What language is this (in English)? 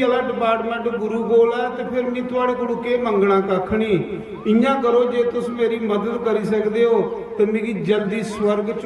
Dogri